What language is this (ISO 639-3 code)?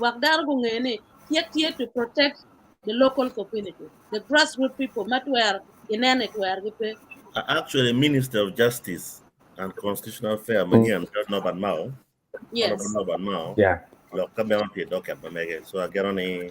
ach